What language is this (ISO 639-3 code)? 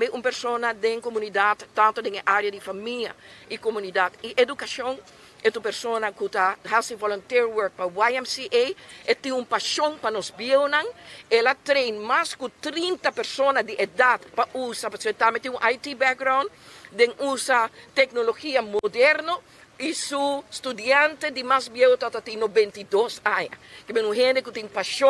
pap